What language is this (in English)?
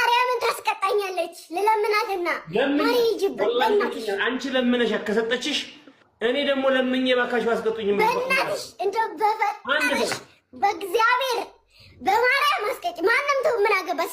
Amharic